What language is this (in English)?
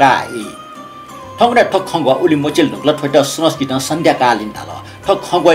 Newari